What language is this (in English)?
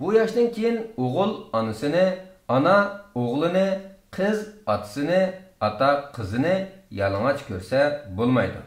Uyghur